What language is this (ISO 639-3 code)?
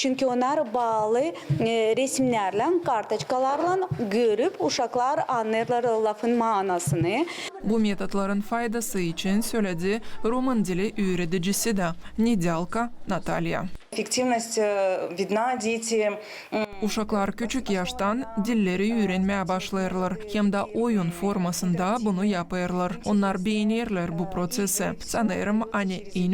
gag